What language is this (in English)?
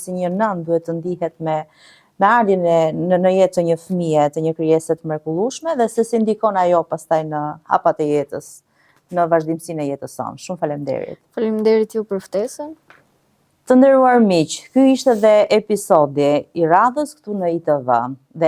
Albanian